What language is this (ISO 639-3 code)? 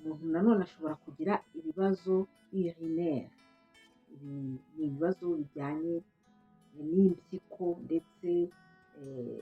kin